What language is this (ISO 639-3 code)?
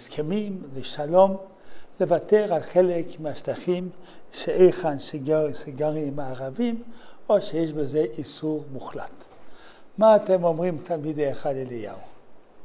heb